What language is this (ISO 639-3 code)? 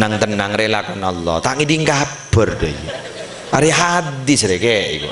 mad